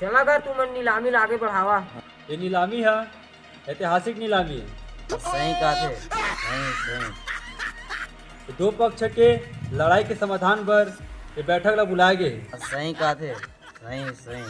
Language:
Chhattisgarhi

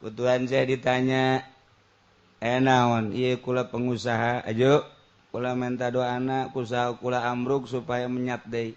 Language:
Sundanese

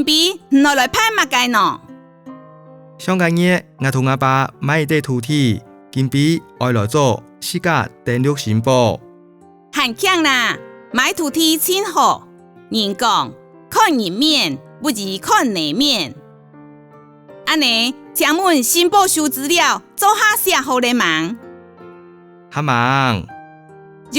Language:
Hakka Chinese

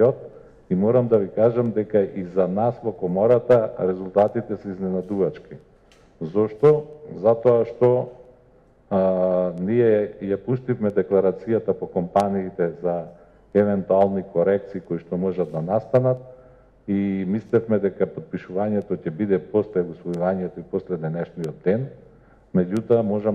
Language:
Macedonian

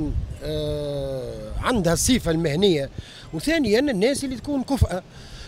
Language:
Tunisian Arabic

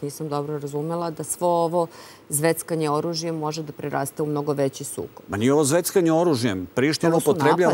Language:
Serbian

